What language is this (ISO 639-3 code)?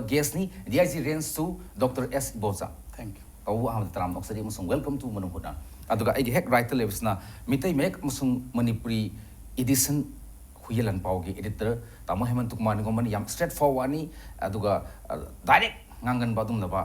mni